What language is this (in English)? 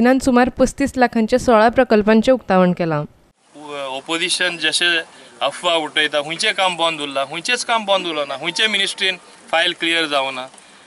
Konkani